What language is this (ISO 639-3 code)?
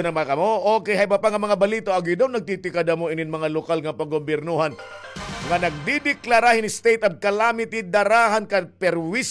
war